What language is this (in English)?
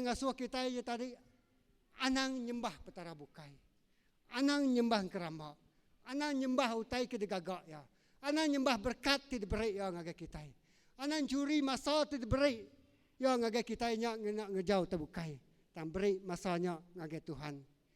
Iban